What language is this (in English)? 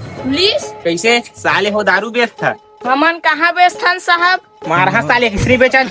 Chhattisgarhi